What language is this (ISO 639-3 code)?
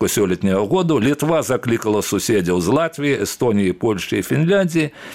bel